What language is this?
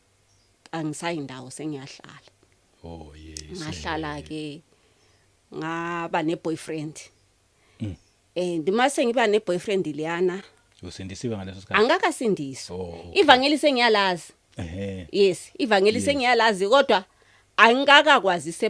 Zulu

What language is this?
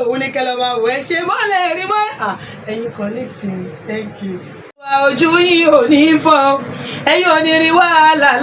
Yoruba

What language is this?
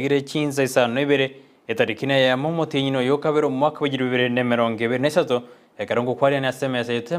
Gusii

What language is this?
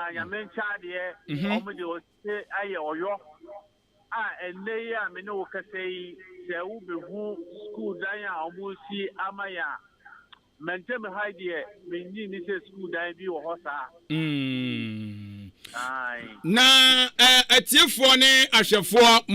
Akan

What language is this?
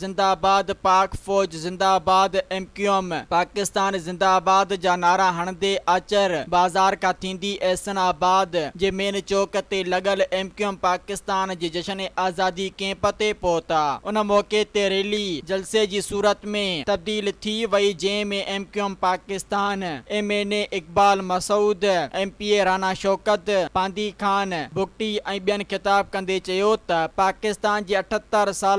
Sindhi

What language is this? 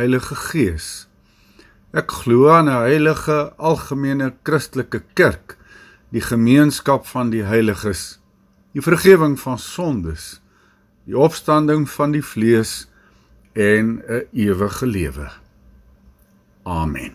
Afrikaans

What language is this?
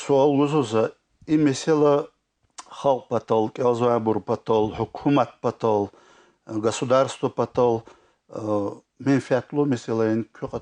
Lezghian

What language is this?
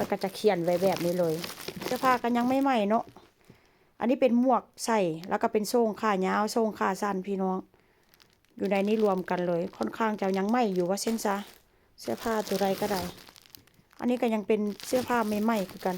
Northeastern Thai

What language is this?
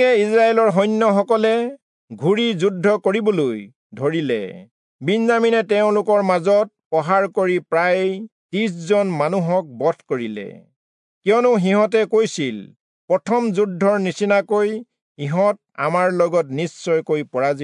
Assamese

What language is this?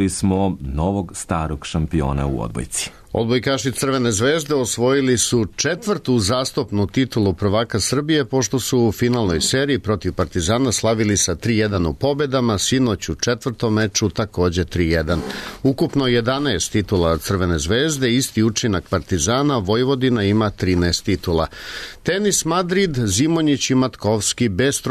Serbian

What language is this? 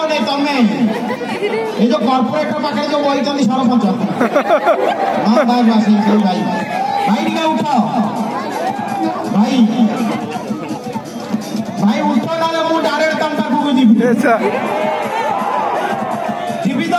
Odia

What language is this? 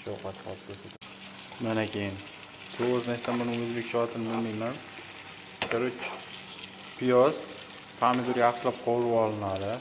Uzbek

